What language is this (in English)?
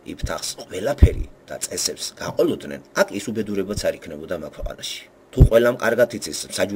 Georgian